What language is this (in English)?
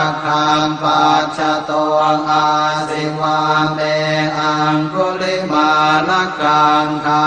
Pali